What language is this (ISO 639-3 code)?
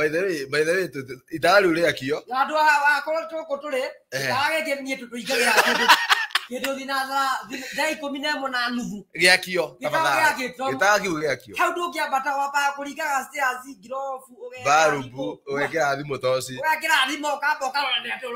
kik